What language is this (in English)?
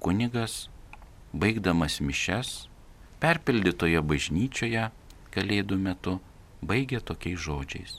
Lithuanian